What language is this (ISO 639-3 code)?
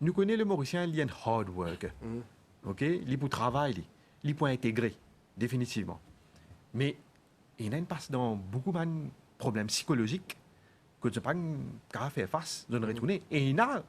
mfe